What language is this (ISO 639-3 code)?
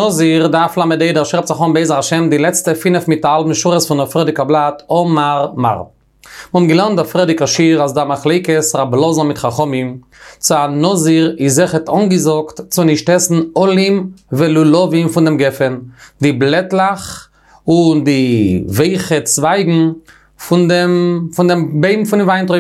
yid